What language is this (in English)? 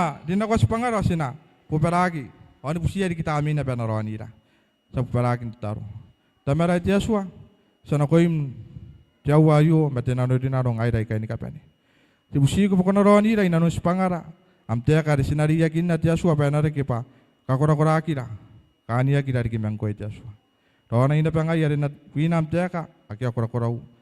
Gilbertese